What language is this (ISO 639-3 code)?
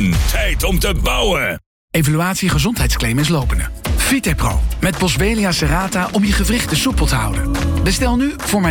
nld